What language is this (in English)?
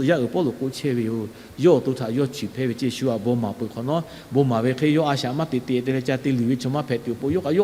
Lahu